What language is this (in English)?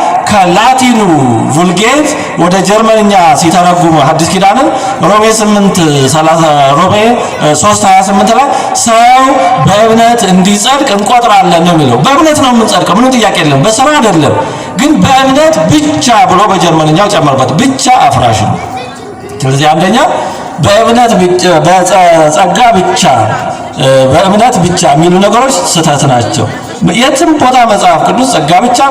Amharic